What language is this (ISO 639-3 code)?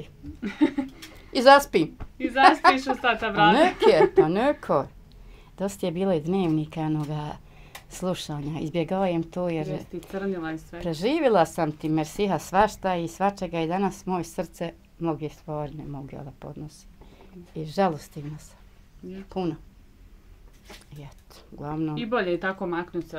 bos